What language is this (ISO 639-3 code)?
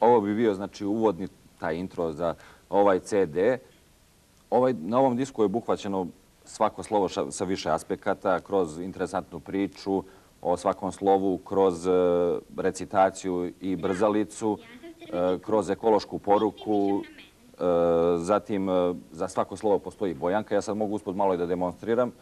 srp